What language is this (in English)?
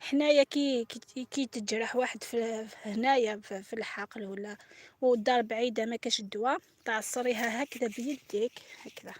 Algerian Arabic